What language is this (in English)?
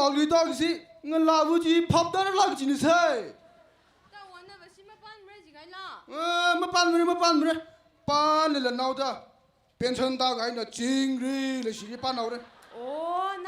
Tangkhul Naga (India)